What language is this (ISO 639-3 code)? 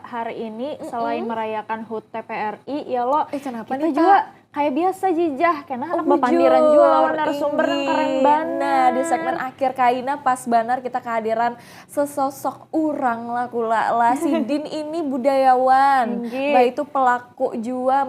bjn